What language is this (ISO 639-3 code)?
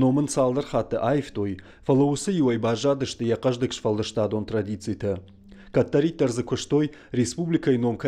oss